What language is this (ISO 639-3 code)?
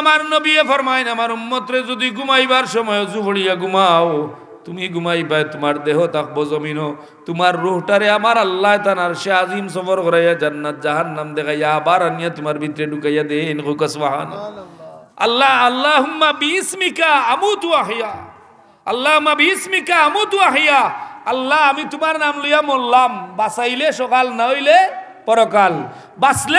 syl